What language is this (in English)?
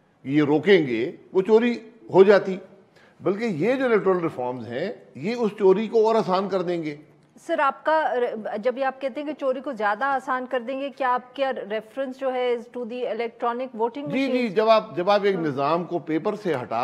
Urdu